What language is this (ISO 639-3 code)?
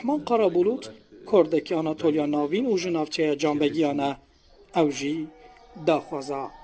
kur